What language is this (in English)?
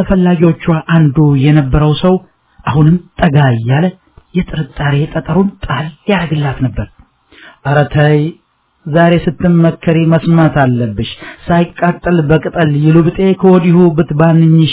Amharic